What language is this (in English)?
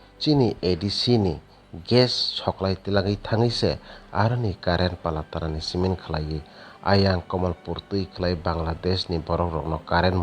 Kok Borok